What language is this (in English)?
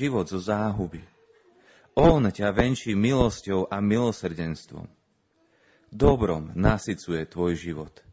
Slovak